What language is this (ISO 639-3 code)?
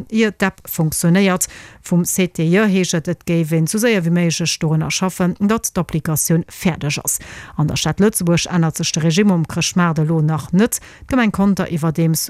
ltz